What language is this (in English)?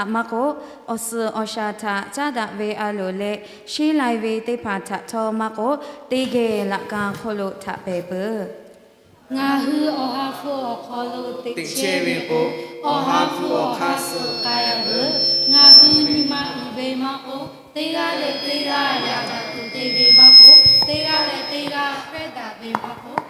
Lahu